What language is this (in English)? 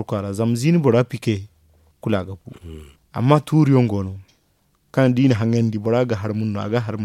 Zarma